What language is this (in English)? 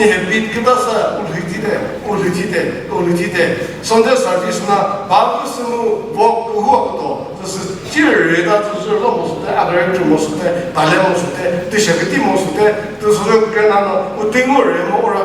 Chokri Naga